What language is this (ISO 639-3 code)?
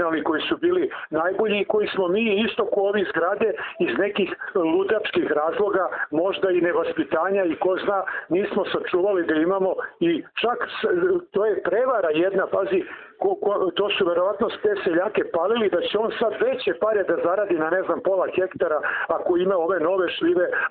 srp